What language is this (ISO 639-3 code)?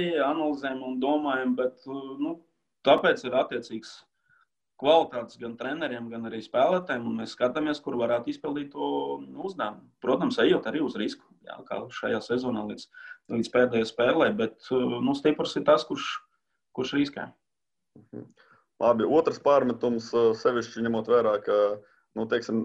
lav